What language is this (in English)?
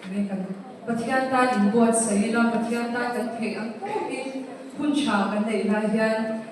Mizo